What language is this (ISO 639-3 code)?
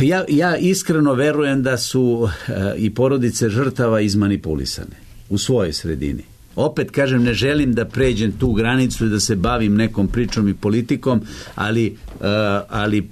srp